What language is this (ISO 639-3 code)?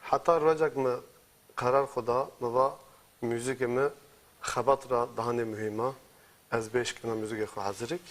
zza